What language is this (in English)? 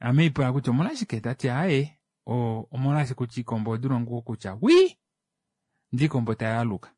Kuanyama